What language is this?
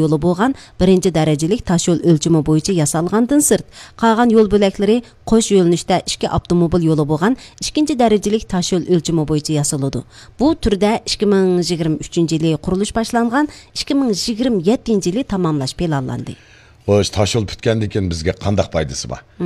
Uyghur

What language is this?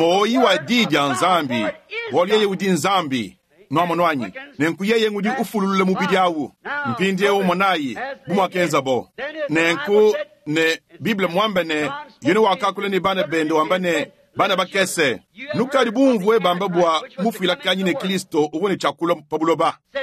Luba-Lulua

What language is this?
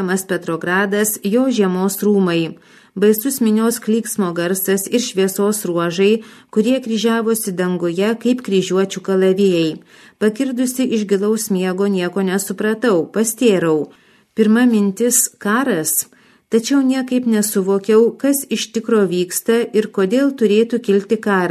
Lithuanian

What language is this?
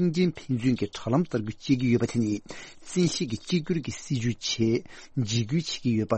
Tibetan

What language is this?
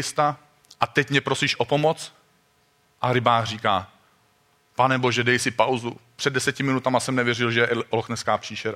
Czech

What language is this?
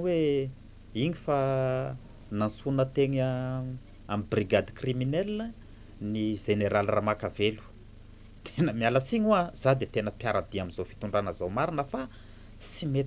Malagasy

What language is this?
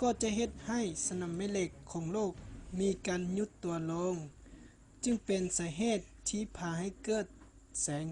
Lao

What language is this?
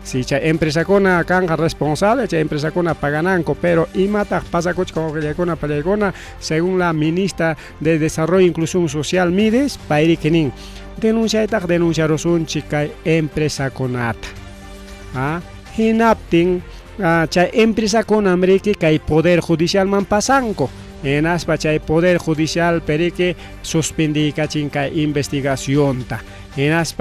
Ayacucho Quechua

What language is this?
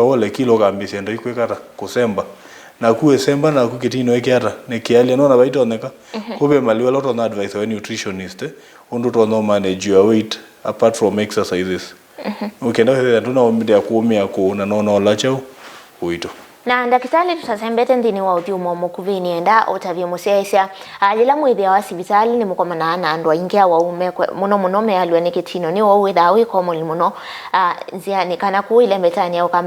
Kamba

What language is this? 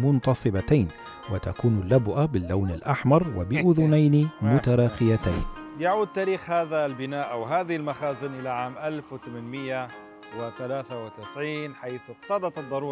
Arabic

